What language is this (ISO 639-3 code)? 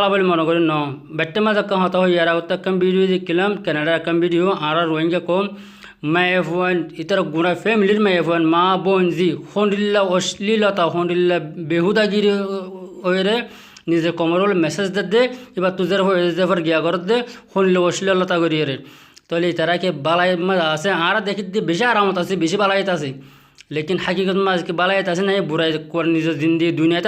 rhg